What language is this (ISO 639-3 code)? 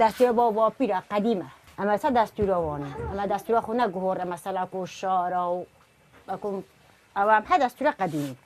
ckb